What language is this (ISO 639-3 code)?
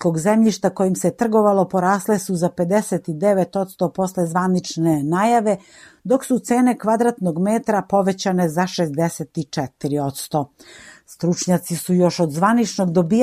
srp